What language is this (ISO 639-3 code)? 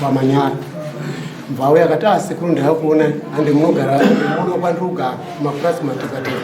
sna